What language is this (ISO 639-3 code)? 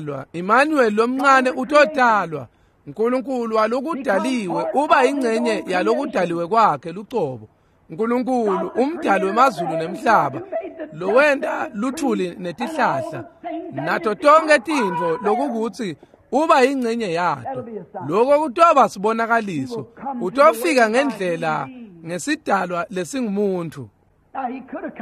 ssw